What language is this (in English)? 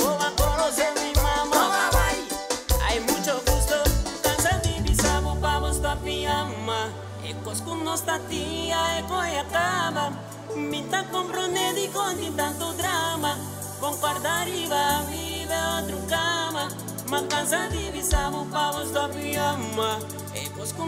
Papiamento